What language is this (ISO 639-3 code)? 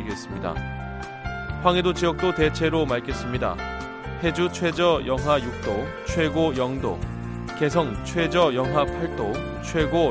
kor